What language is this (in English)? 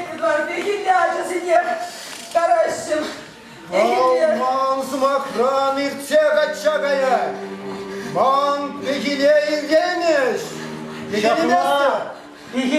Chuvash